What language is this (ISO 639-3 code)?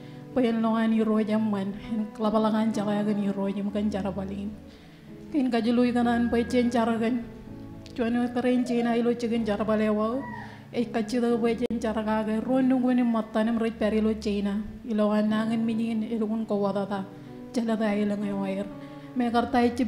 mah